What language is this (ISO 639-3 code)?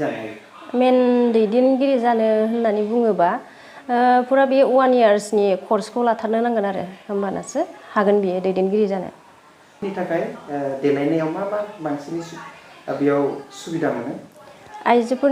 brx